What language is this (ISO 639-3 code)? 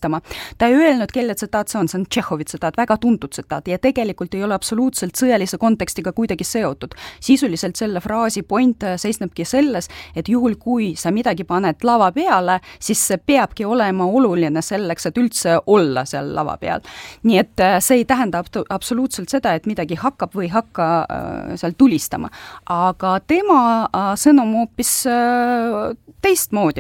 est